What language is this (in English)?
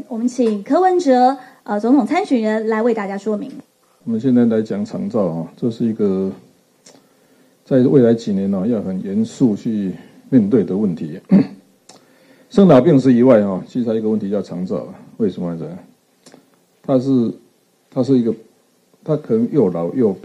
Chinese